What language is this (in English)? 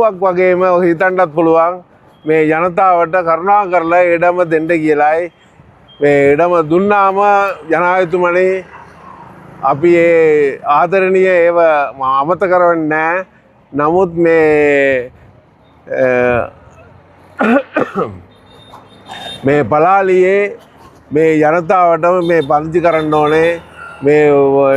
Sinhala